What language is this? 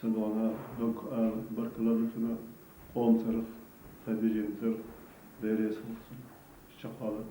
Chechen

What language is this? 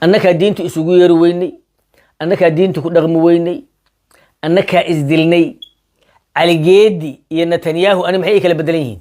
Somali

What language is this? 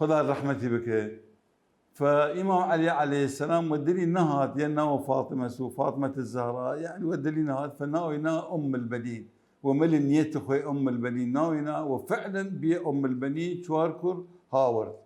Mesopotamian Arabic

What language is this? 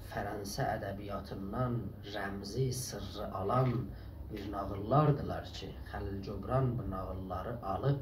South Azerbaijani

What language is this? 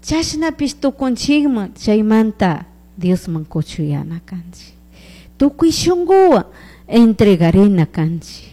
Chimborazo Highland Quichua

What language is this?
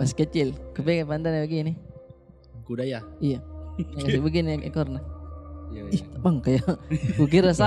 Makassar Malay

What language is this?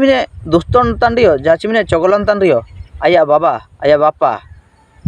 Ho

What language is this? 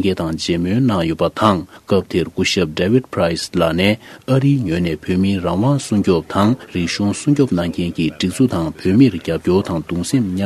Tibetan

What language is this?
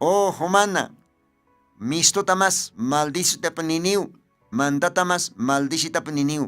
Aymara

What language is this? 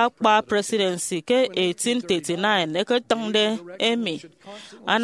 Efik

